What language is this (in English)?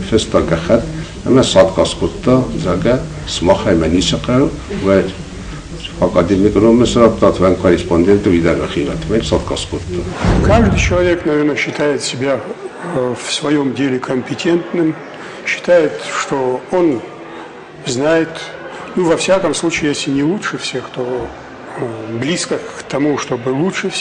Ossetic